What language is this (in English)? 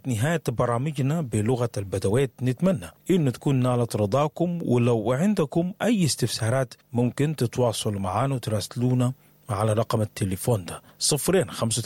Sudanese Arabic